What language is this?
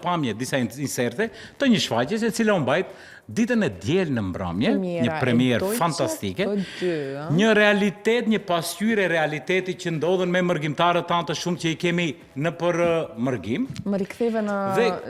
Albanian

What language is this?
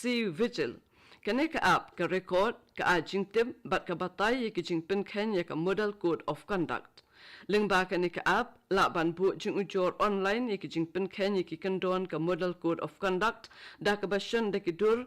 Khasi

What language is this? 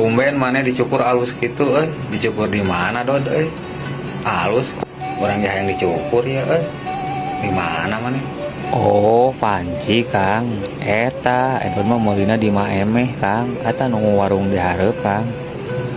Sundanese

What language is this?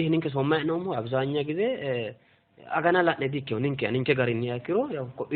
Sidamo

